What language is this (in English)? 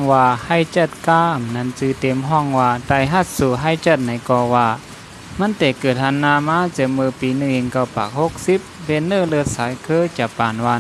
Shan